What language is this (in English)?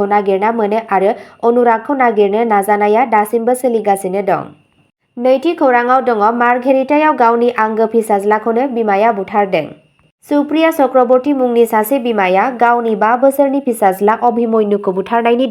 Bodo